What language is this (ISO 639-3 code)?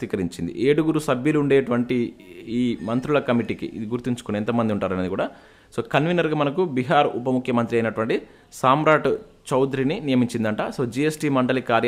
tel